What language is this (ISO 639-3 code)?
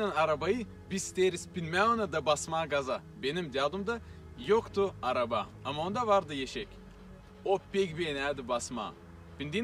gag